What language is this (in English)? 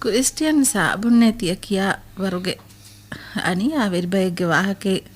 Divehi